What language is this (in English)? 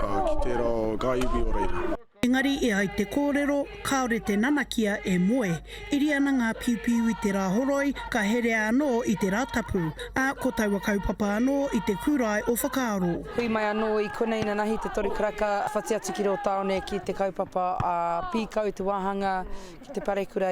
Māori